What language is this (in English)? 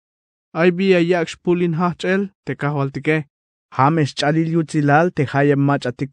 Tzeltal